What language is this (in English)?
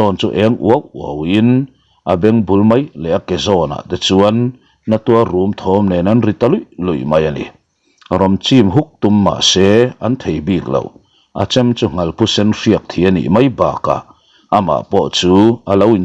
Mizo